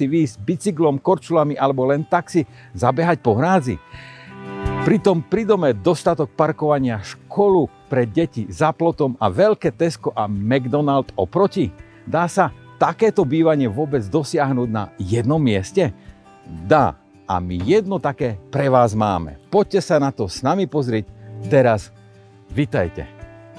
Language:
Slovak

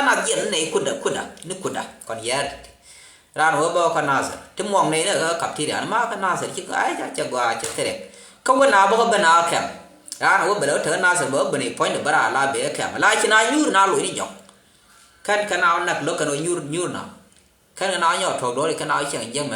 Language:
Nuer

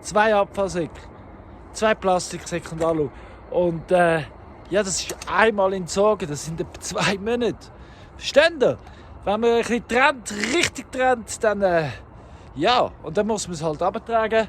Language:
Swiss German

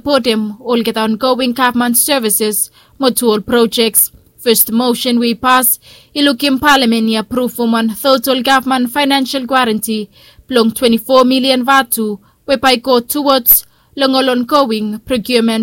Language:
Bislama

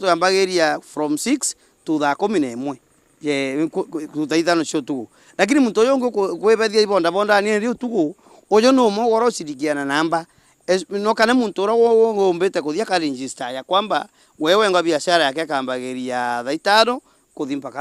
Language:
Meru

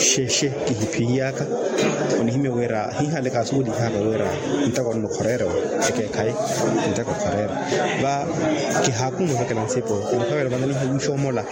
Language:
Makhuwa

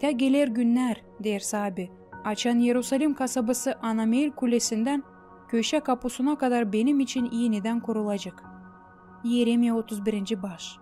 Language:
Gagauz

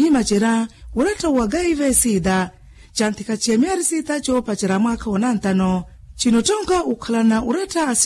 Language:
Makhuwa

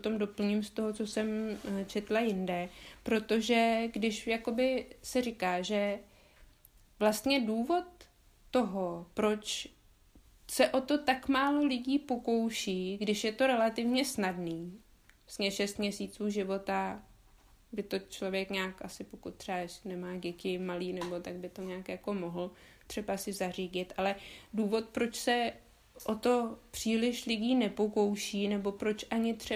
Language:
Czech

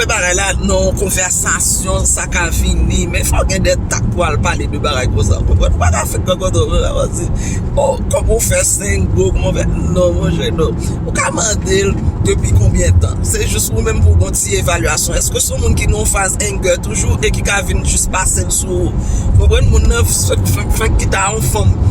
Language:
Haitian Creole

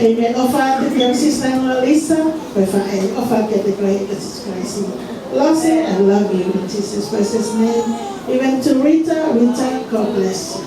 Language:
Tongan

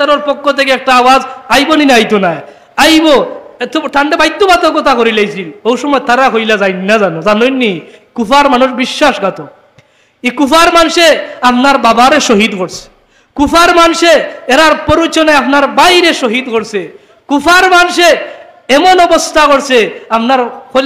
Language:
Sylheti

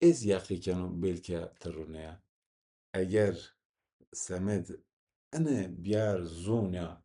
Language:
Zaza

